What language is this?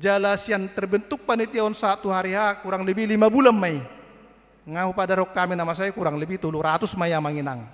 Batak Toba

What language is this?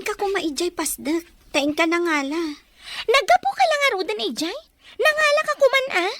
Iloko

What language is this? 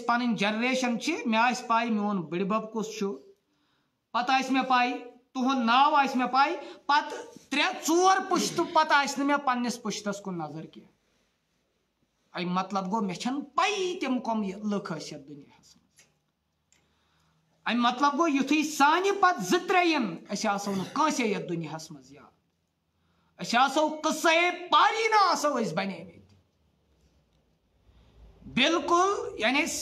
Kashmiri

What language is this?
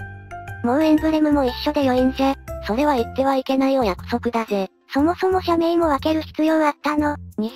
Japanese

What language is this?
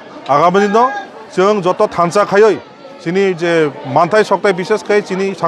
Kok Borok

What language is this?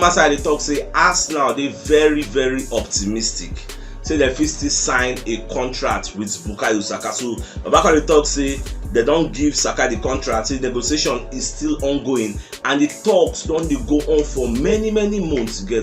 Nigerian Pidgin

